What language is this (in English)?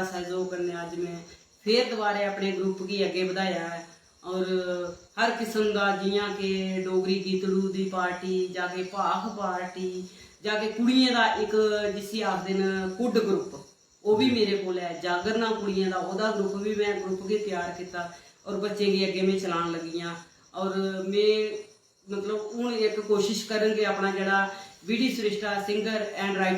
Dogri